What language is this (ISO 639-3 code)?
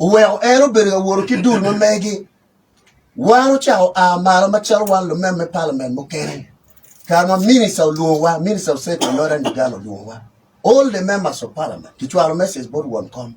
ach